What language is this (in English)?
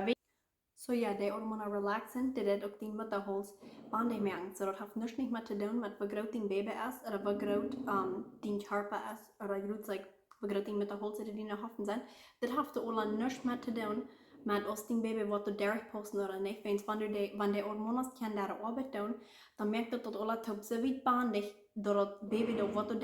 Plautdietsch